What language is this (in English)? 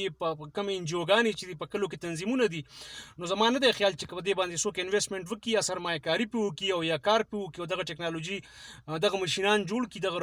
Pashto